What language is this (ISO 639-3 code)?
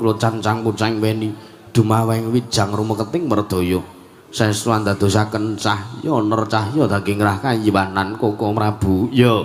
jav